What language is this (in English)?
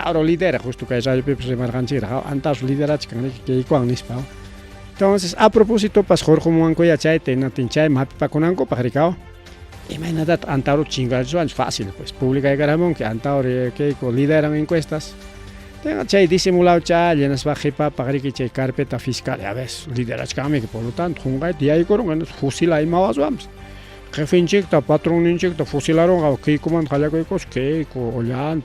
Ayacucho Quechua